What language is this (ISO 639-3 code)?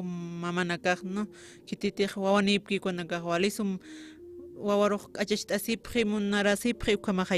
aym